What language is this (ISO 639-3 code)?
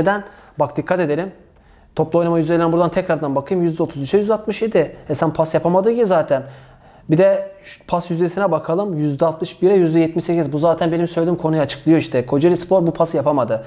tur